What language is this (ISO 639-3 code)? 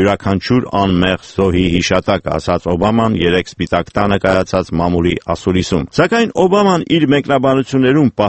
hye